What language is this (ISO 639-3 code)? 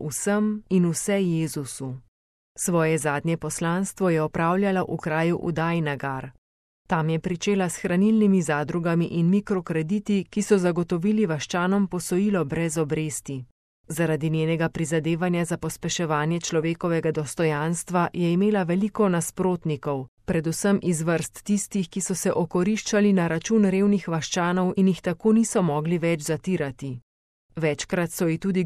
slv